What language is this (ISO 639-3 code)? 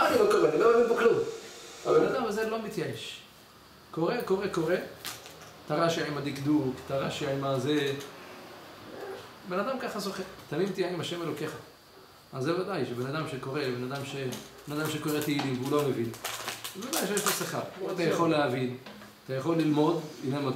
heb